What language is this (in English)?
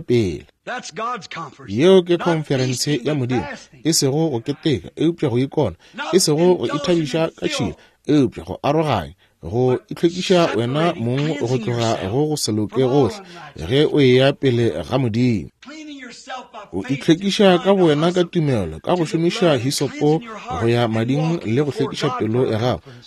Northern Sotho